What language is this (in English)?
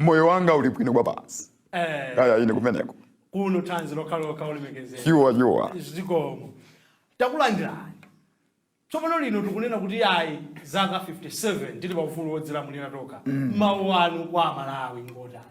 Nyanja